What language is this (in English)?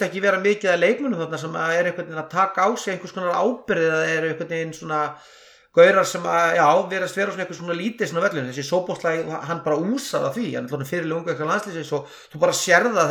Icelandic